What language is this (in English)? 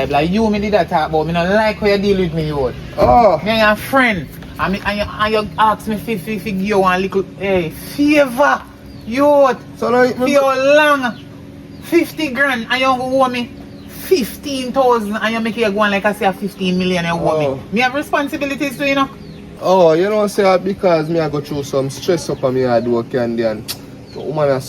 Jamaican Creole English